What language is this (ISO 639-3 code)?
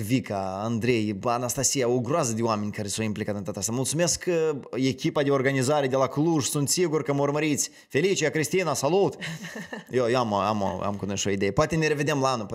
ron